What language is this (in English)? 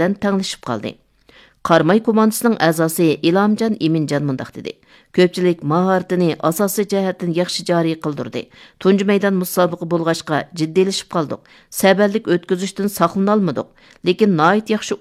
Uyghur